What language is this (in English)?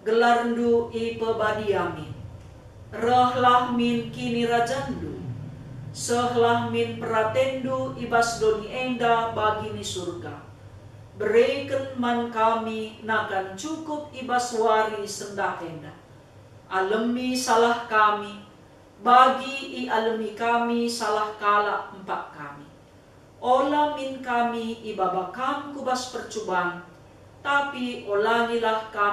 Batak Karo